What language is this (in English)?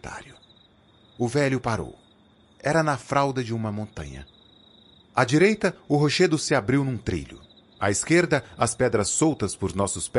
Portuguese